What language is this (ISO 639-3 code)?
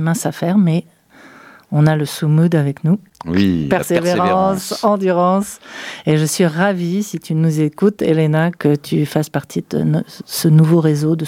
fra